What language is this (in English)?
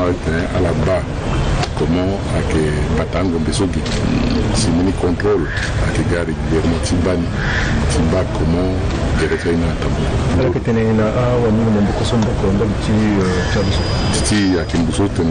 Sango